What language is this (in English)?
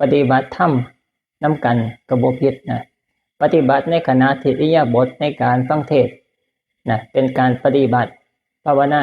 Northeastern Thai